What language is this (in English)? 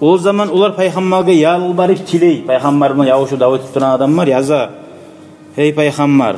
Kumyk